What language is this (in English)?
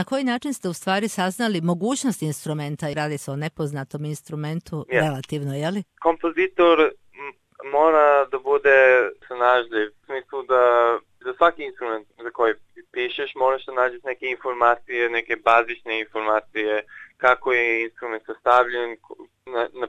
Serbian